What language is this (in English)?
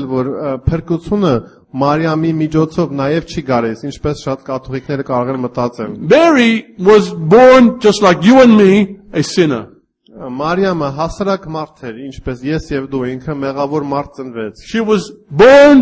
Armenian